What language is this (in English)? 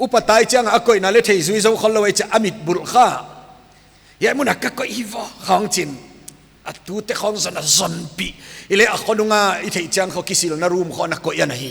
Paite Chin